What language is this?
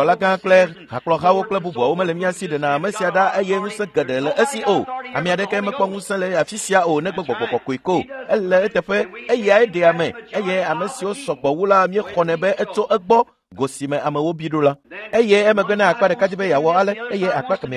Ewe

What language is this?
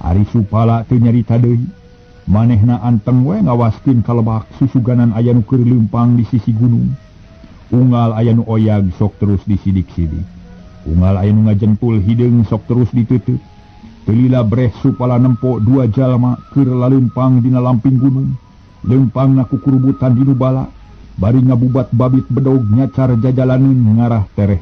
Sundanese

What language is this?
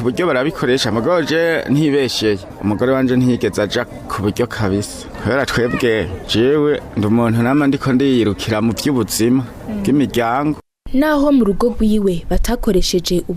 Rundi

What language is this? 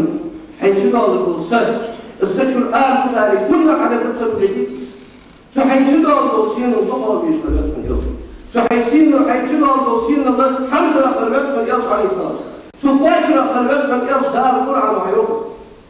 Ingush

